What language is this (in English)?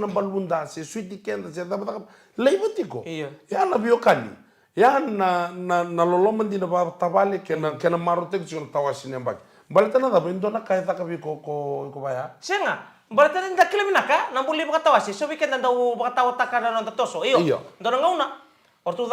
Fijian